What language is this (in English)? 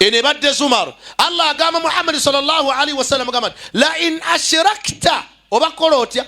Ganda